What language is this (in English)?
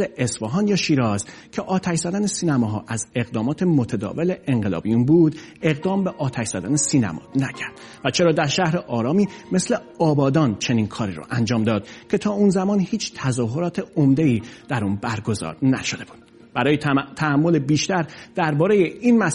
Persian